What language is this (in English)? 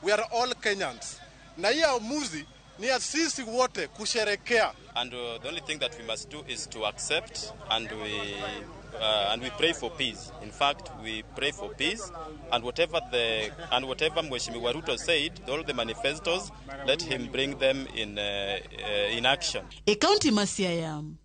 Luo (Kenya and Tanzania)